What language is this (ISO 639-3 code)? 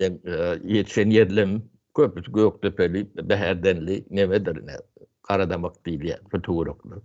tuk